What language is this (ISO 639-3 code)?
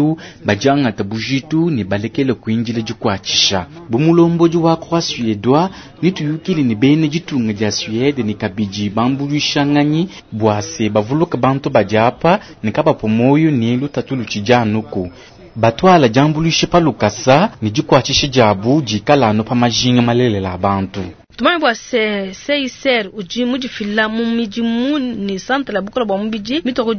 lua